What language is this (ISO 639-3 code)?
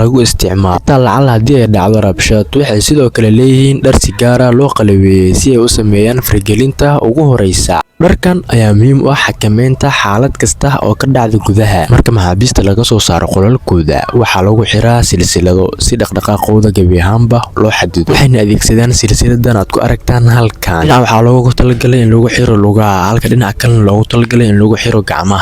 som